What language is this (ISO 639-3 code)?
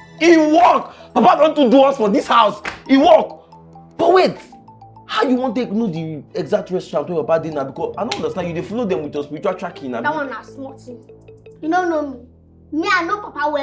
pcm